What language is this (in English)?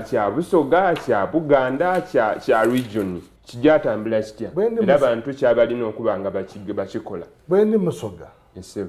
Soga